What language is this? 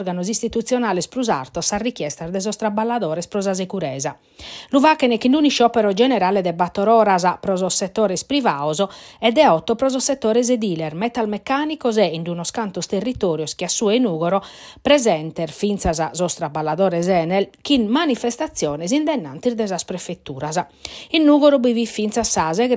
Sardinian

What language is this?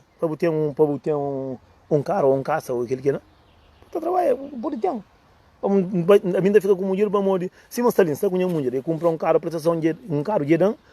Kabuverdianu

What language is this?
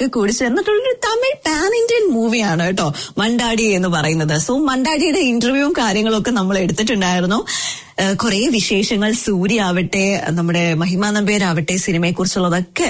Malayalam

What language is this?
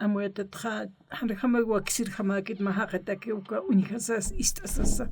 Aymara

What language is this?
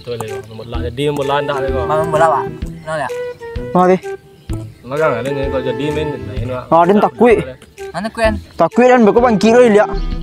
Minangkabau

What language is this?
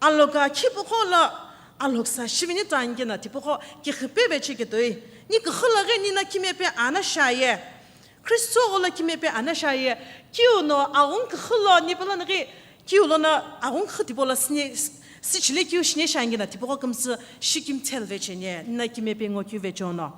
Sumi Naga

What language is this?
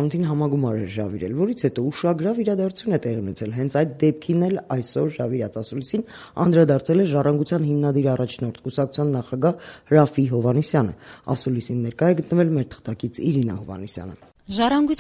Armenian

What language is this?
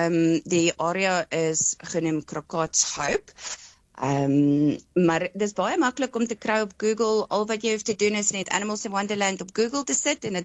Afrikaans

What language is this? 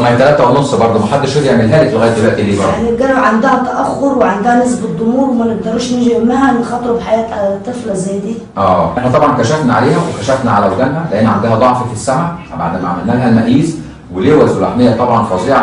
Egyptian Arabic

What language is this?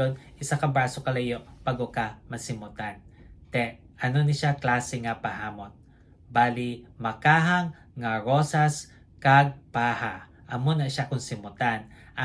Hiligaynon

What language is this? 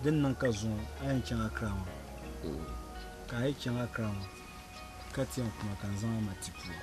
Dagbani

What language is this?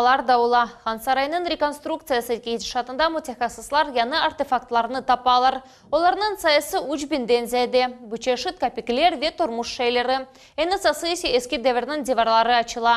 Crimean Tatar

